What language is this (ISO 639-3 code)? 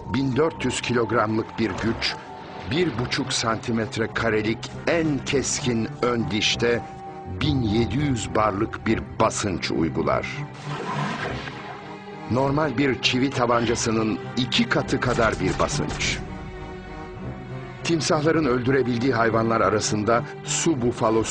tur